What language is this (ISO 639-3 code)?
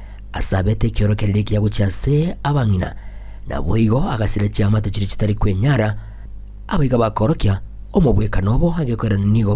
guz